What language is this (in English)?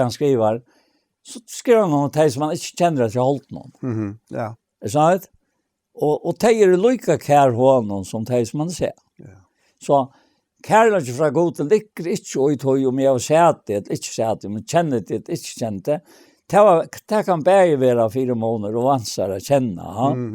Faroese